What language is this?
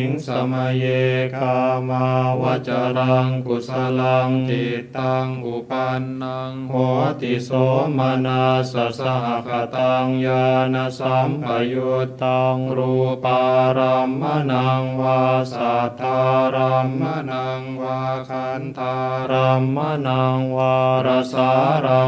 Pali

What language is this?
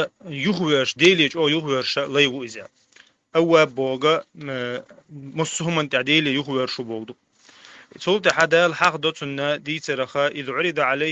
Chechen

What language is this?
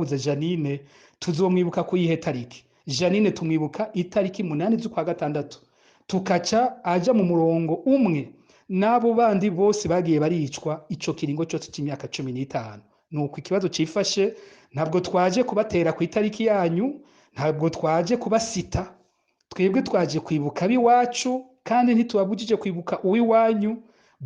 Rundi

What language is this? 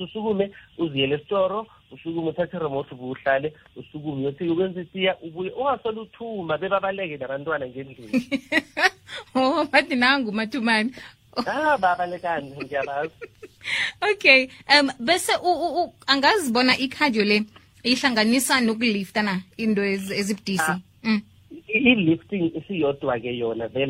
South Ndebele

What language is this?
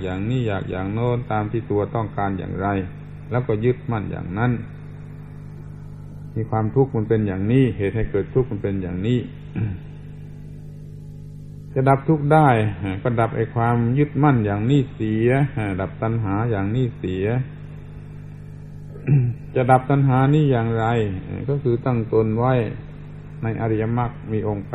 Thai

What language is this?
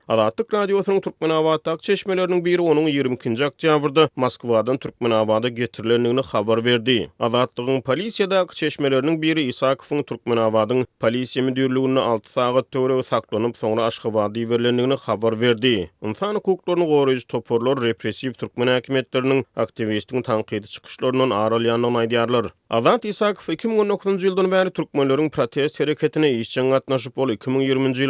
Turkmen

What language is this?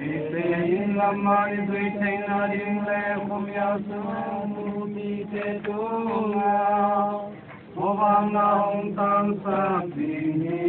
Tedim Chin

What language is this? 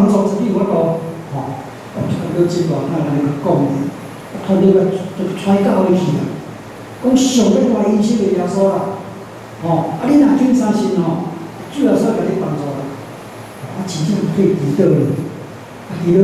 Min Nan Chinese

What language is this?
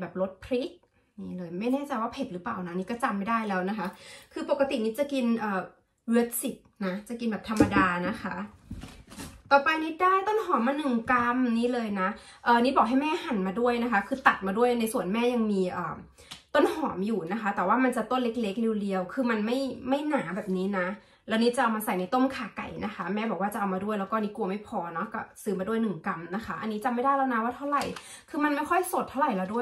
Thai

